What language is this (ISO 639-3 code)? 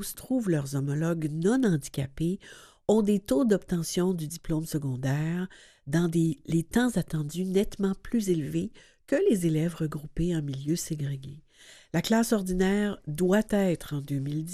fra